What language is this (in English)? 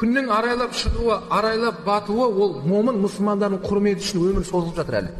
Kazakh